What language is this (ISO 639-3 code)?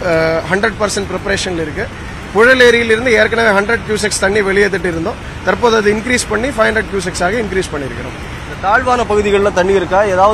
tam